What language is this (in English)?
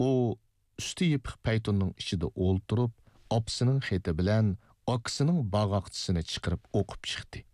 Uyghur